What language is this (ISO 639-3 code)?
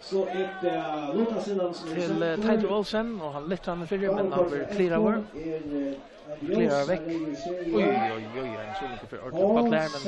fao